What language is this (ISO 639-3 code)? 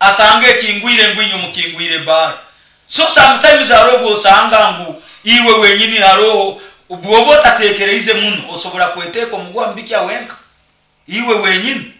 nyo